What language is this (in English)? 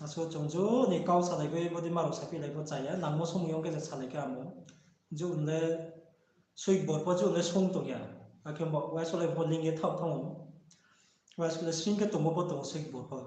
Riang (India)